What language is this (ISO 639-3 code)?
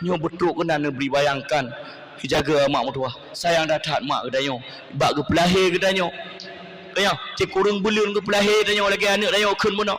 ace